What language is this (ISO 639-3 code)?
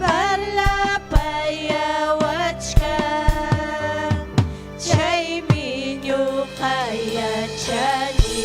quy